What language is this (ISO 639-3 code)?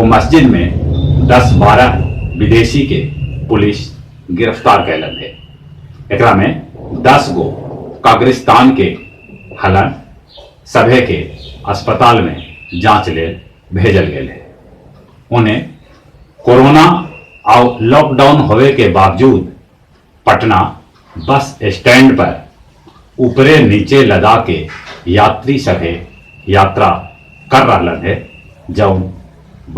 mag